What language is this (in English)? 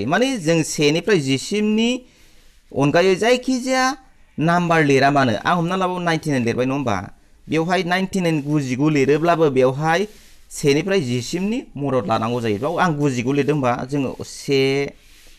Bodo